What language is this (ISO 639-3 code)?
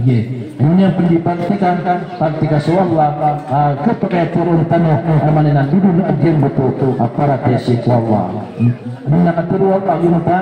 mrw